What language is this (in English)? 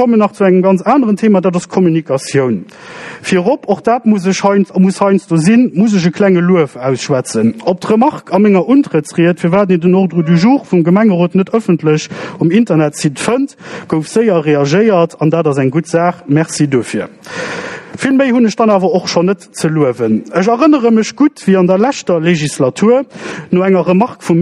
Luxembourgish